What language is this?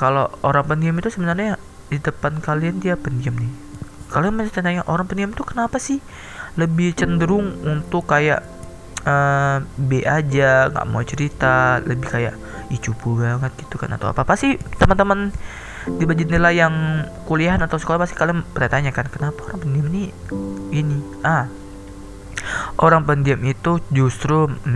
Indonesian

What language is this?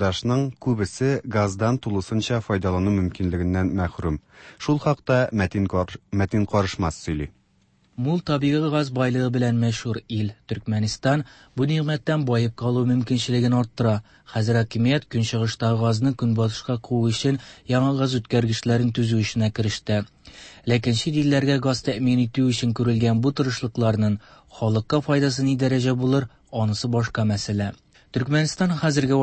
Tatar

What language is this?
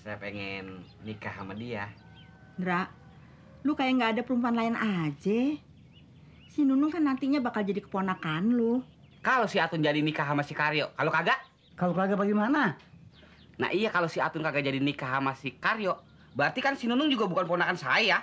Betawi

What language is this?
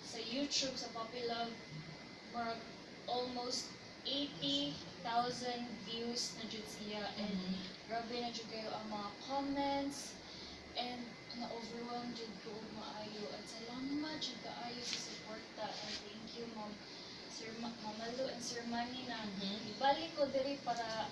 Cebuano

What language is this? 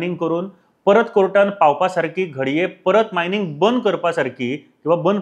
Konkani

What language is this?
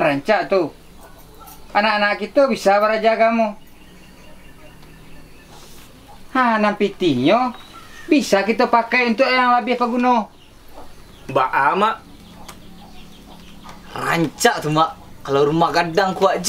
Minangkabau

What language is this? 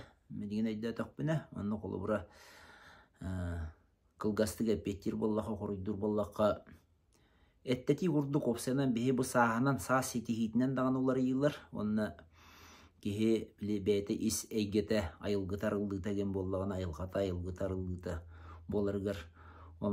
Yakut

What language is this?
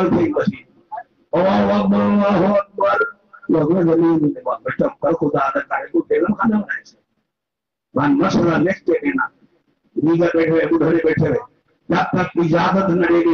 Saraiki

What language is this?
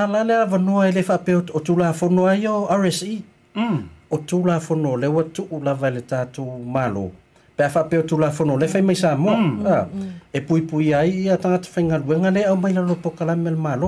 Samoan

